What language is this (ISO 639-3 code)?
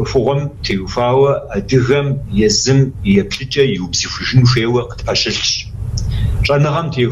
kbd